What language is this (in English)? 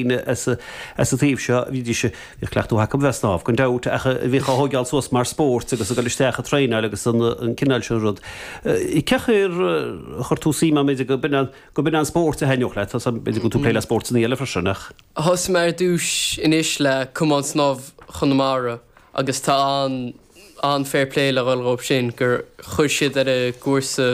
Irish